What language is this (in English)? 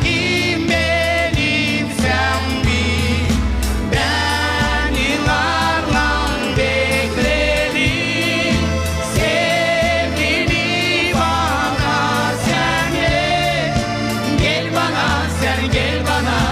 Gagauz